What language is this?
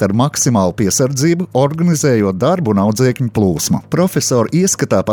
Latvian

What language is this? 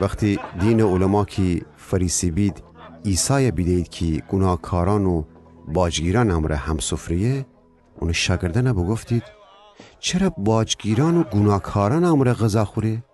Gilaki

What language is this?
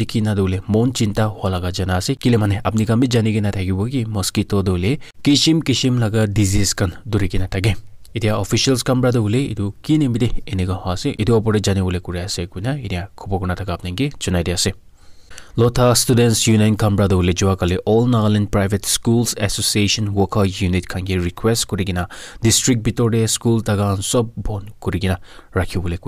Naga Pidgin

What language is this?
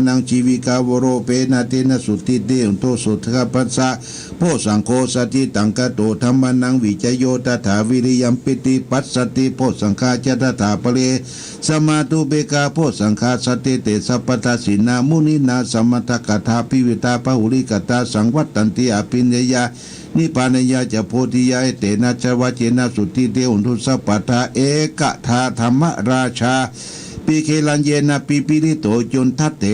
Pali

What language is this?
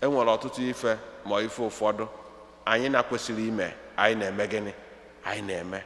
Igbo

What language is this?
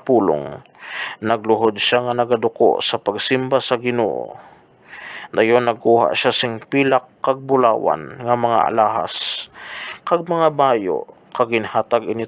Hiligaynon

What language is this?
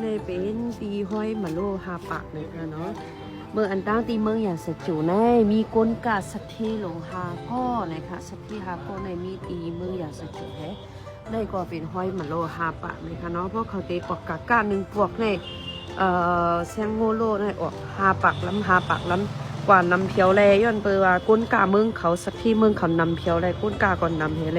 Shan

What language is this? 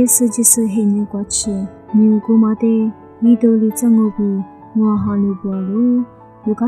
Lisu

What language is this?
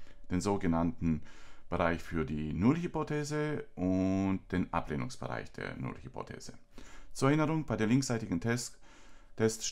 German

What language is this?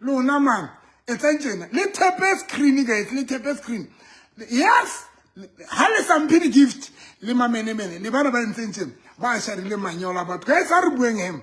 Southern Sotho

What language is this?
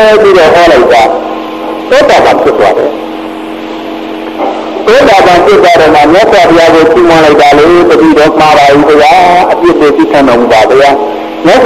Burmese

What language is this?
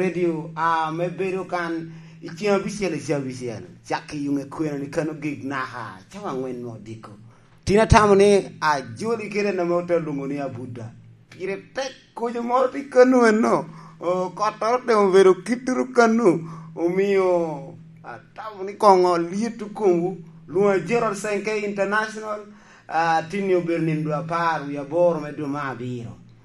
Lango (Uganda)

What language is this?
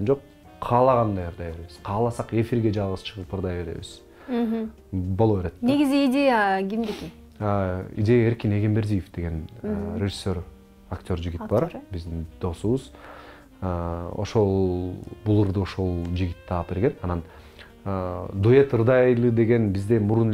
Kyrgyz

